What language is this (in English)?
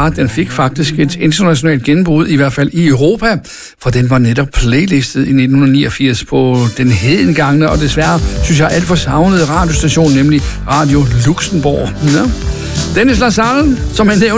Danish